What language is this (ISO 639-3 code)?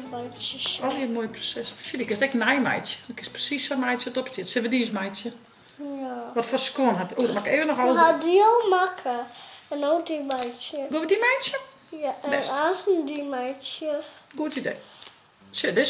fry